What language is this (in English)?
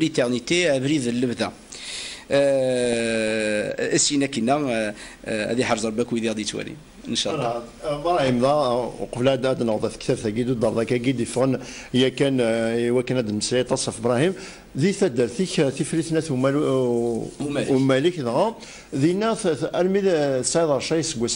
Kabyle